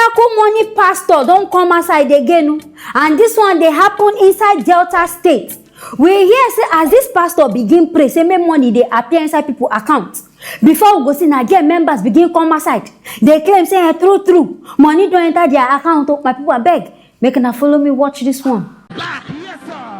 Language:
Nigerian Pidgin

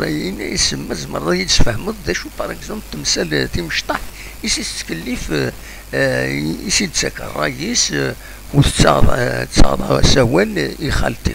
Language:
Kabyle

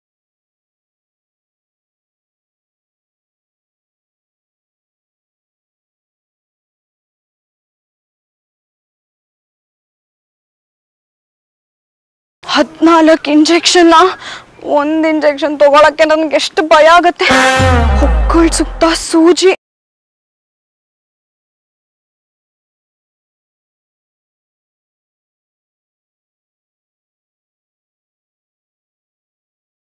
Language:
Kannada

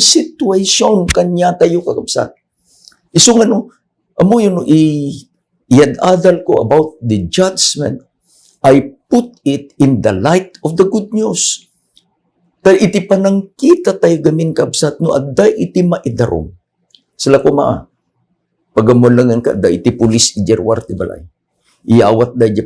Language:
Iloko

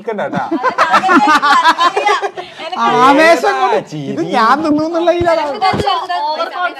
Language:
Malayalam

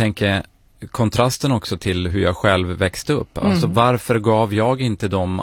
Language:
Swedish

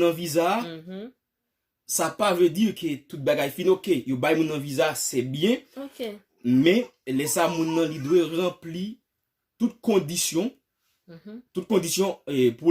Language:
Haitian Creole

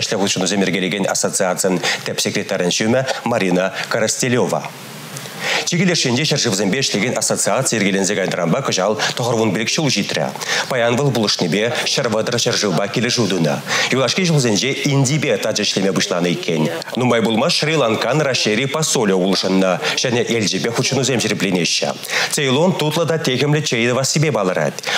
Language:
Chuvash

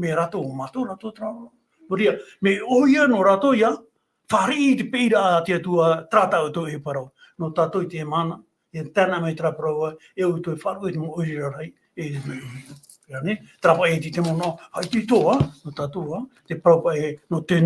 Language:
Tahitian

